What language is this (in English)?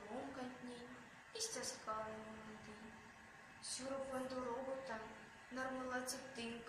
Erzya